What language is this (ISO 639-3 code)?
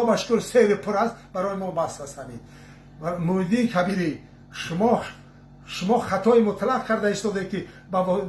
tgk